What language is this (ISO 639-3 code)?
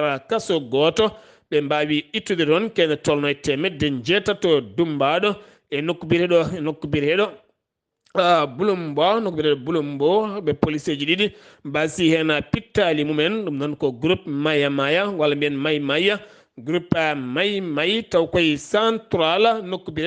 ful